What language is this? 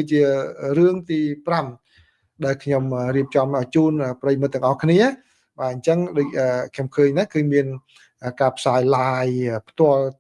Khmer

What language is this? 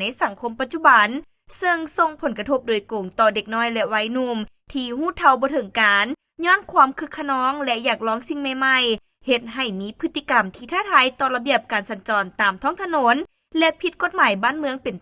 Lao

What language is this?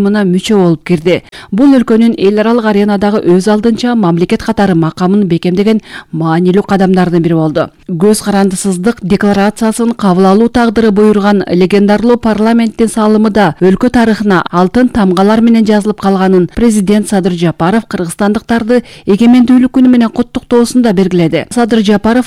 Kyrgyz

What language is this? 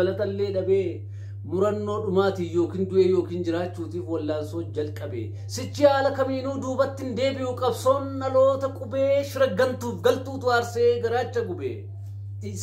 Oromo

